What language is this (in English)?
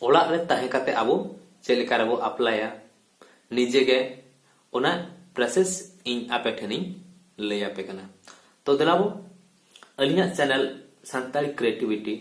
Santali